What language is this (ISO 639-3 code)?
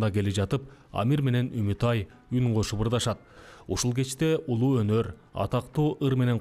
kir